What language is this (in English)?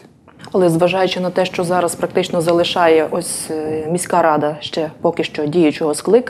Ukrainian